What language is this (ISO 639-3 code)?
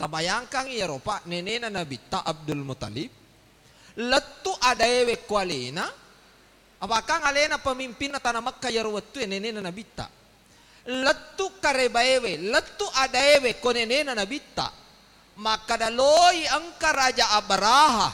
bug